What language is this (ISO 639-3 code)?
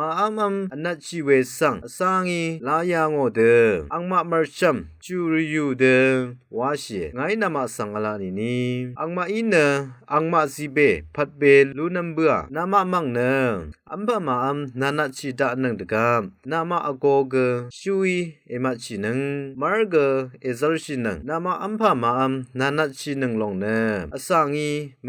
raw